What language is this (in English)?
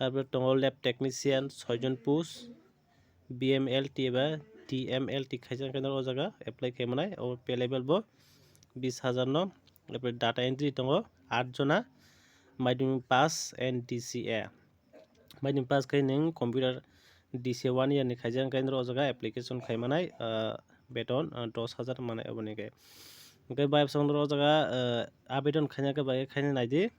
Kok Borok